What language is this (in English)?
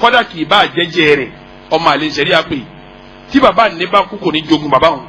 Yoruba